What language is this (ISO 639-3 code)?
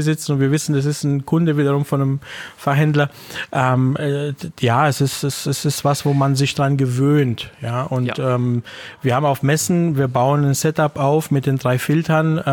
deu